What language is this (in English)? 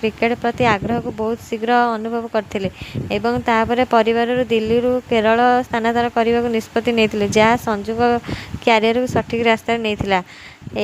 Odia